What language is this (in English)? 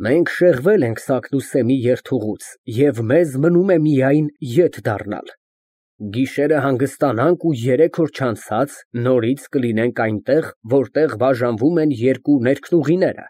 Armenian